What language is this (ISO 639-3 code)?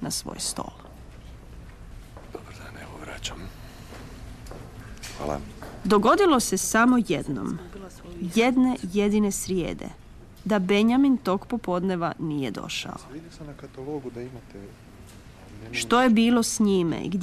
hrv